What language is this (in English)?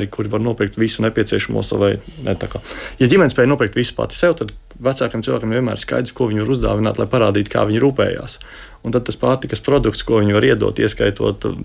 Latvian